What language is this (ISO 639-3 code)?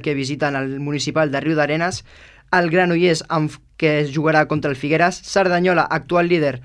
cat